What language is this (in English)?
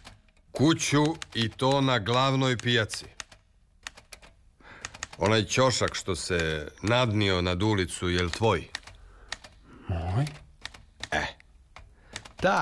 Serbian